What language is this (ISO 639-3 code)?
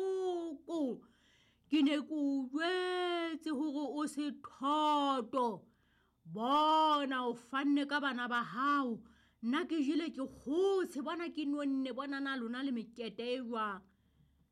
sot